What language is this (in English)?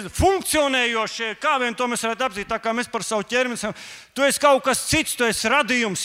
Latvian